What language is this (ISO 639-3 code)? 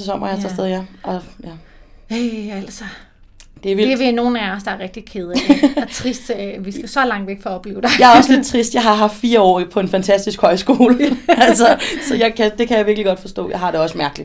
dan